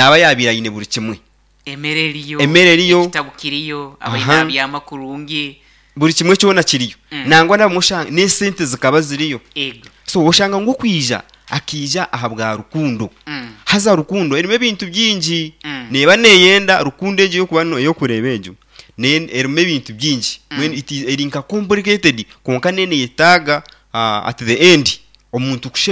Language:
Nyankole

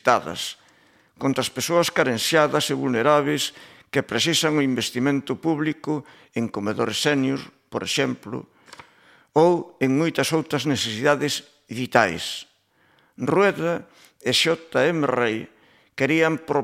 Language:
Galician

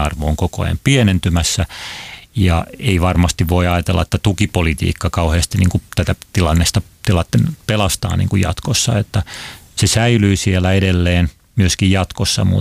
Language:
Finnish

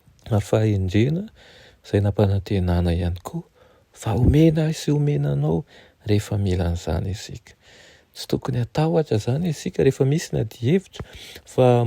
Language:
Malagasy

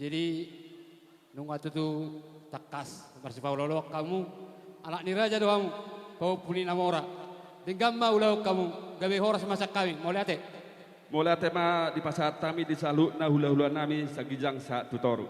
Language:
Batak Toba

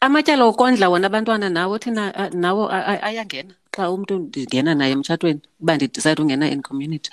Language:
Xhosa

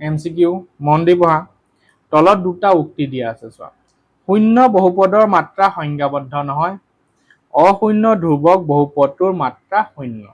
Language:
Assamese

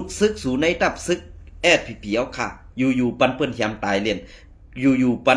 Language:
Shan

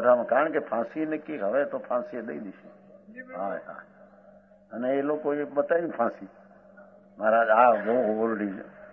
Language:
Gujarati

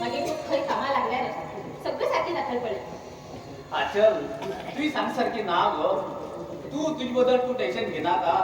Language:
Konkani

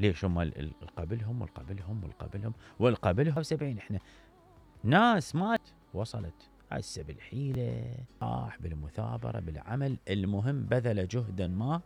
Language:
Mesopotamian Arabic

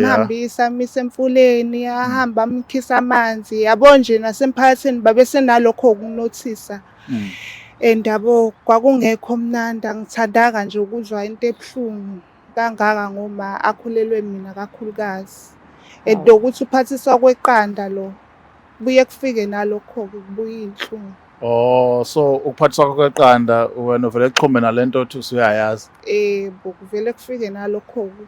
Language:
Zulu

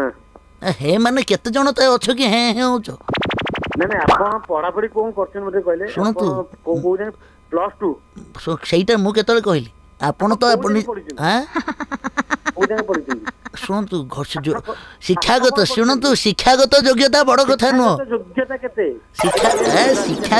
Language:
Odia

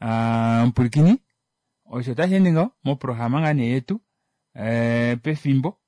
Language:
Kuanyama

